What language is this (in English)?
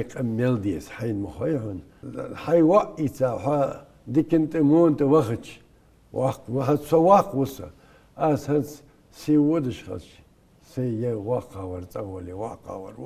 Ingush